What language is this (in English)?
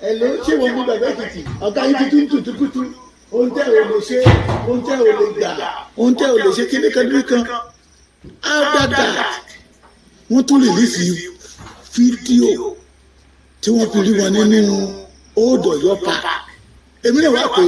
Yoruba